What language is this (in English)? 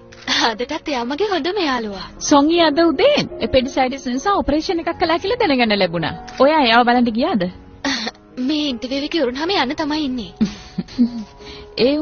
Sinhala